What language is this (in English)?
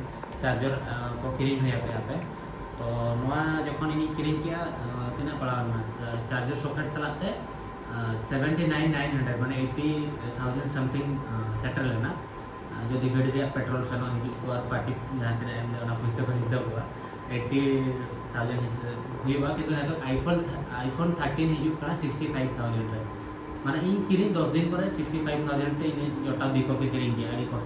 Santali